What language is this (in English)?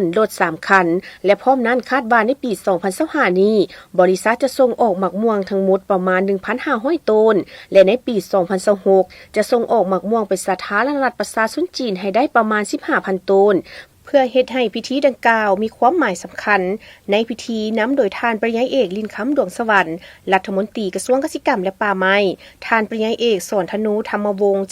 Lao